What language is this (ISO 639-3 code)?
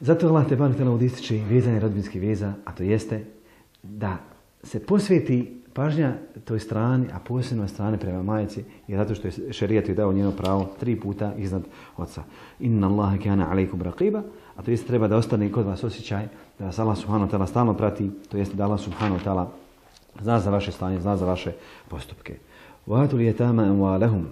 bos